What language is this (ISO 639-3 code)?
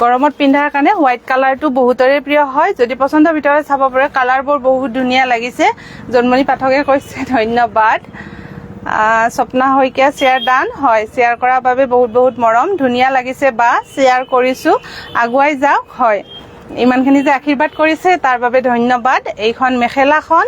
asm